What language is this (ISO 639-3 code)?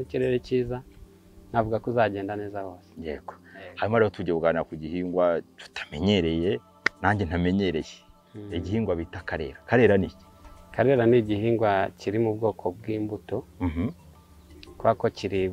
kin